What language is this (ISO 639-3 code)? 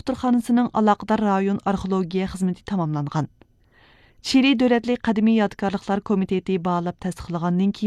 uig